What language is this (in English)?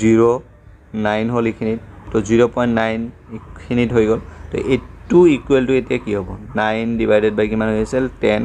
Assamese